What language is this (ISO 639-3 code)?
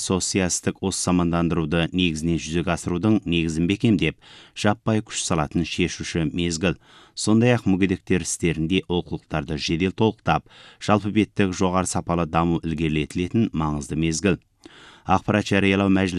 kaz